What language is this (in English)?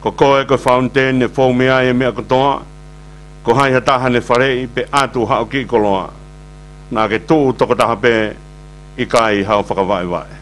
Tongan